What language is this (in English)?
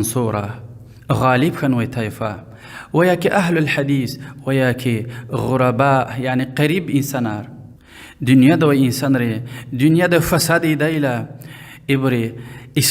Lezghian